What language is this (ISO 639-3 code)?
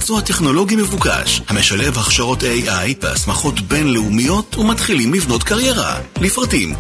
heb